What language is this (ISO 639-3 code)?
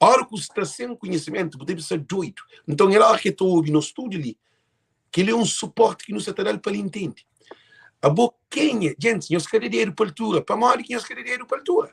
kea